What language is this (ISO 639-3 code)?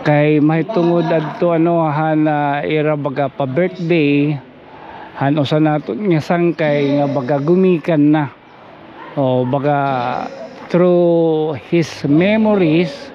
war